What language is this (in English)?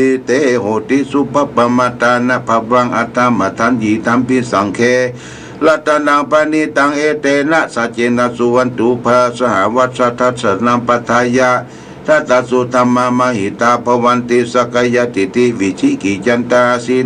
Pali